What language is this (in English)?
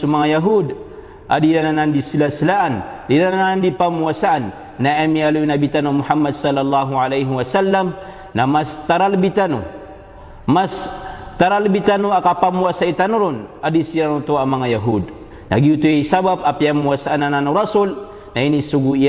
Maranao